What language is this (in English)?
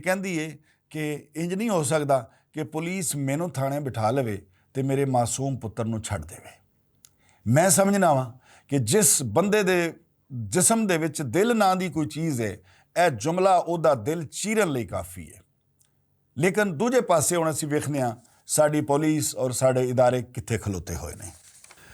Western Panjabi